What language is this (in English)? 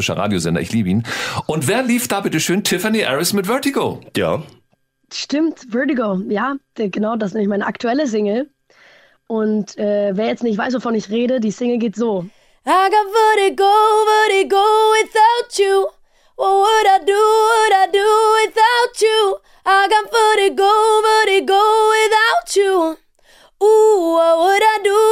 German